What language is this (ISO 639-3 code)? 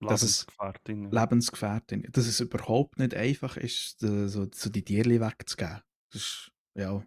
gsw